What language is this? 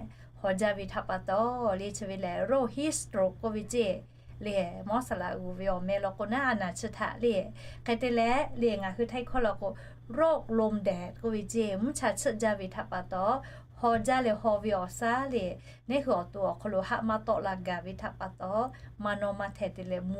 Lahu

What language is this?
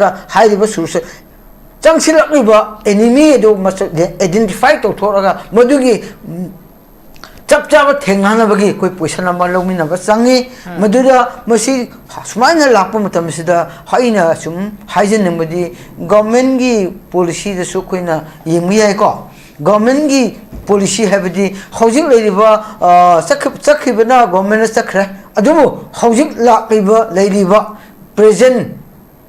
Manipuri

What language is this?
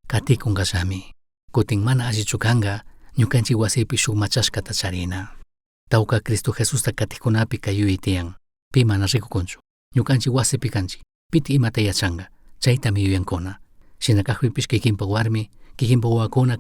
Chimborazo Highland Quichua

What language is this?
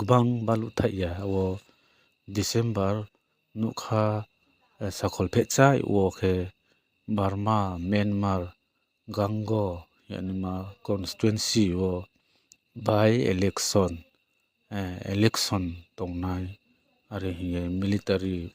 Riang (India)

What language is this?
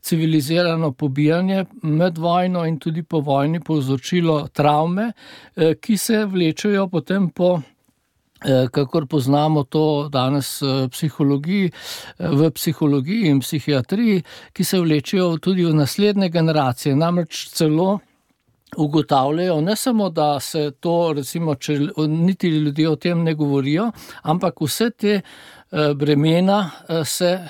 Slovenian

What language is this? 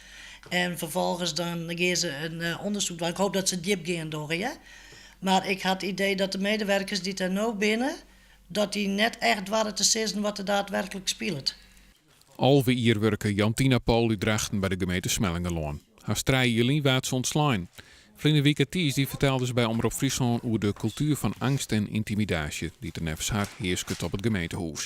Western Frisian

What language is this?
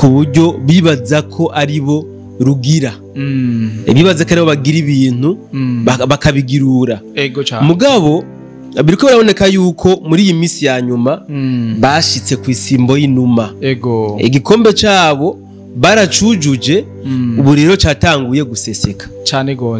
Rundi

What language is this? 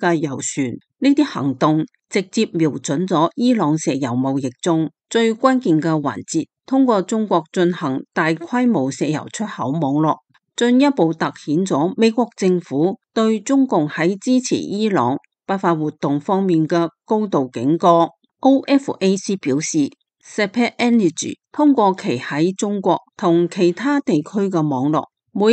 Cantonese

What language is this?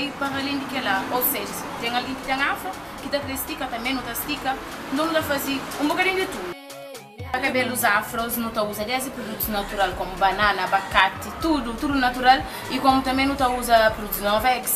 Kabuverdianu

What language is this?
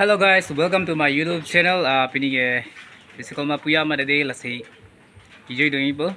Karbi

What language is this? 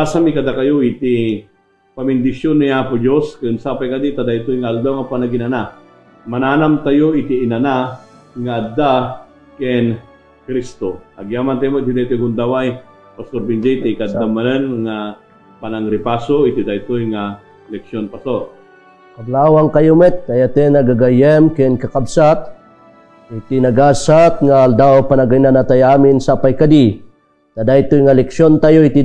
Iloko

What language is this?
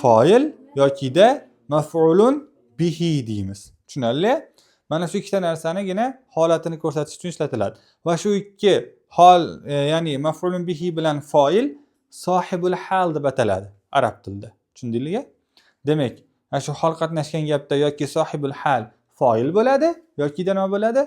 Uzbek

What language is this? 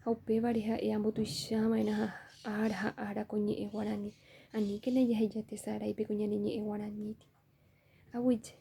Guarani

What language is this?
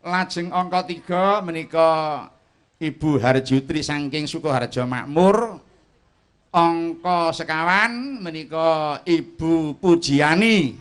Javanese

